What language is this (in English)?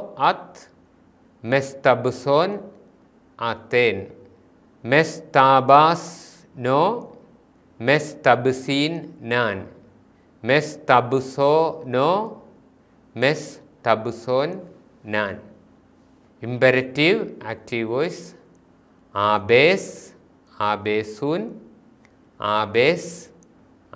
Malayalam